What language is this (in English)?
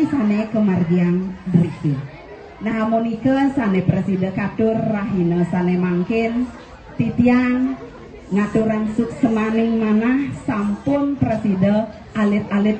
Balinese